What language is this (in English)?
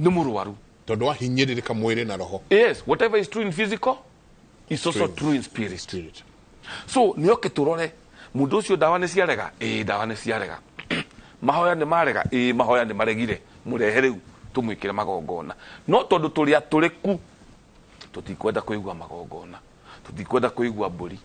Kikuyu